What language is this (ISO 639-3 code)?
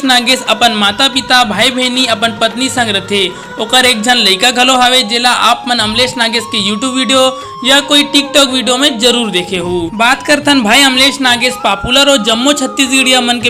hne